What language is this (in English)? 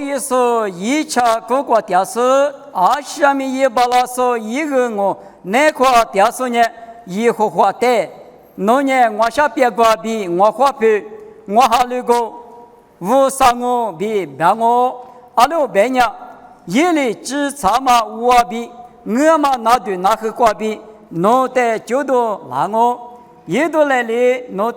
Lisu